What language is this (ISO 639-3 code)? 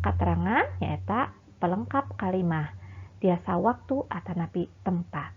sun